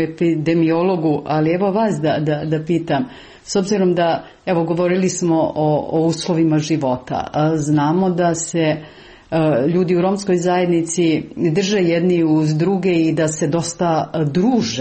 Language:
Serbian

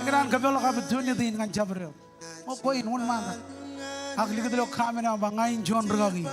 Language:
Marshallese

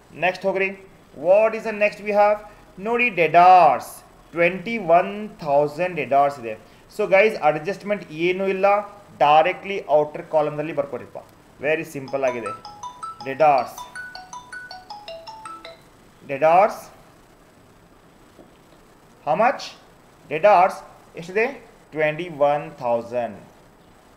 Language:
Kannada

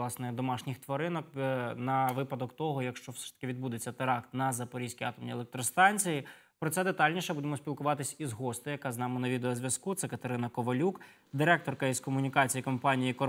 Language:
Ukrainian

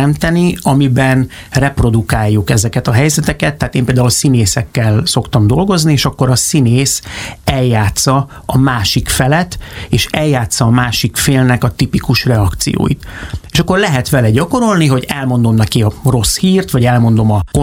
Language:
Hungarian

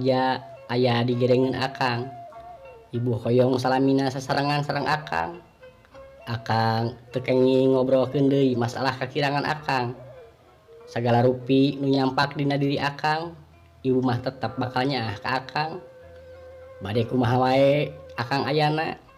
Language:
Sundanese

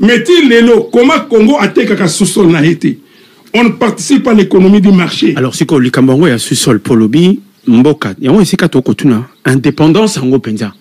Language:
Lingala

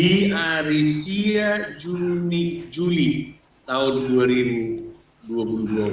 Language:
Batak Toba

